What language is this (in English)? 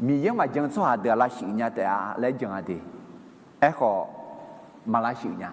Akha